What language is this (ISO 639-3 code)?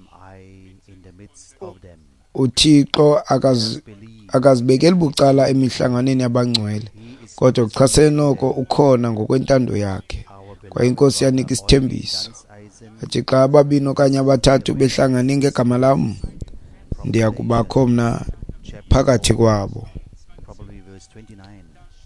xho